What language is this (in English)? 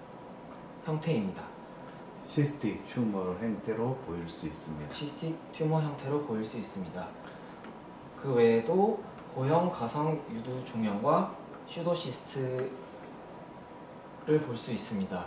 Korean